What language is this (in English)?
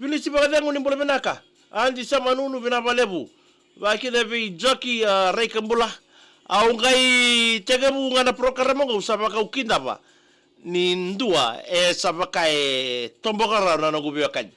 Fijian